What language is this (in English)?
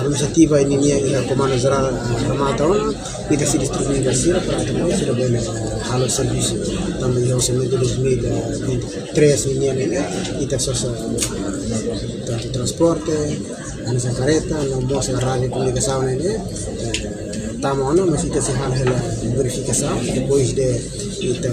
Tetum